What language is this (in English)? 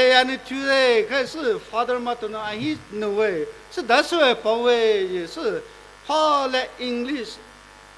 Poumei Naga